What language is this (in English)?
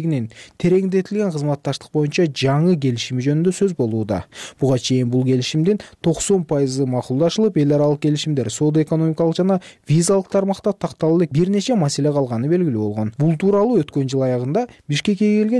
Kyrgyz